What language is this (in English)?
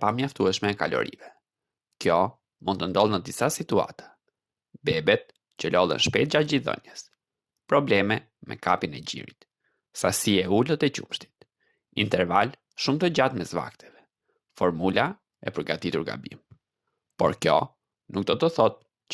Albanian